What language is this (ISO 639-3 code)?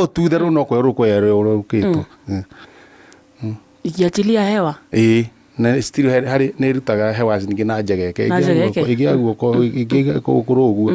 kik